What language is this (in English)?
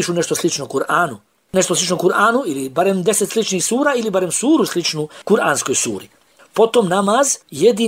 Bosnian